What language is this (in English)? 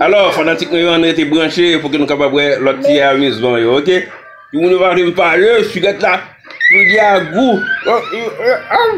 Haitian Creole